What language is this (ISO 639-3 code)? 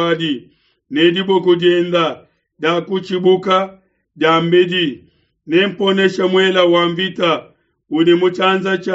lua